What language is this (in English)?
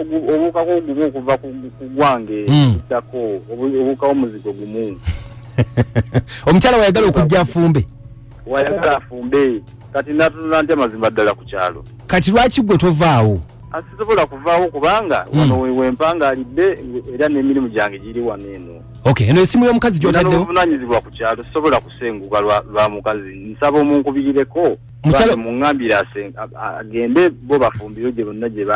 Ganda